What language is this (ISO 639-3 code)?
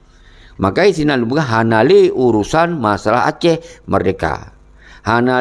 ace